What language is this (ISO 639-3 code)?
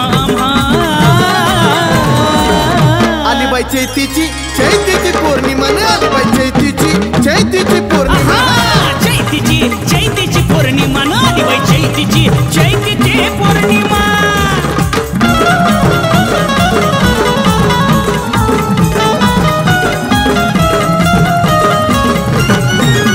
mar